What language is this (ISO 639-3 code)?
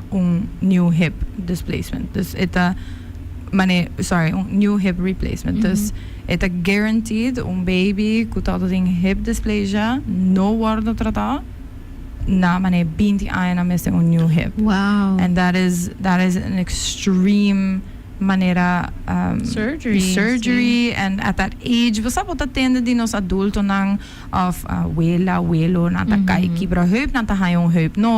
pap